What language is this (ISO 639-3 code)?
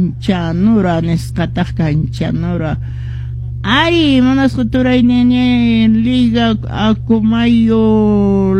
que